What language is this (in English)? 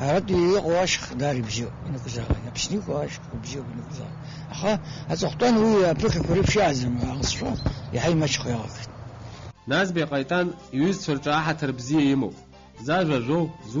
Abkhazian